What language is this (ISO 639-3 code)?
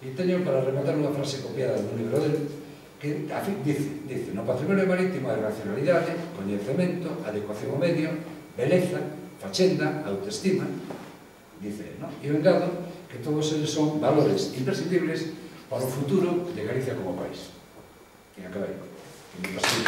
glg